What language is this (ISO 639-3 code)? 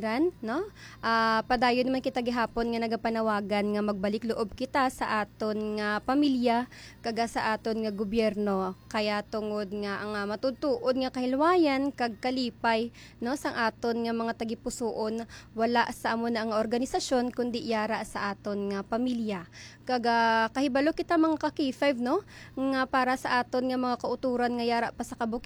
hil